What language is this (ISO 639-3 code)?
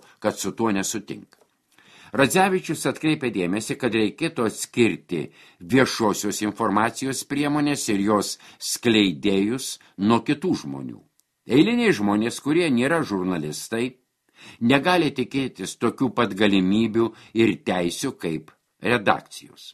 lit